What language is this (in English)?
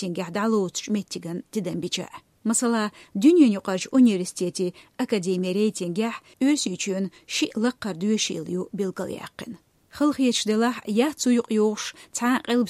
Chechen